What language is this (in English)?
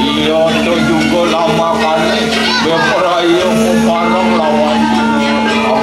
Balinese